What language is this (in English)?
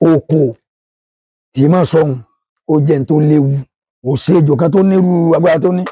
Yoruba